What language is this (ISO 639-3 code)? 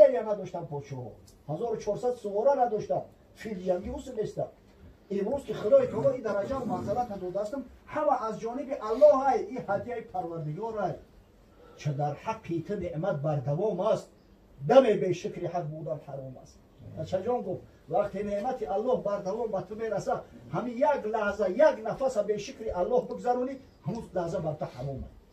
tgk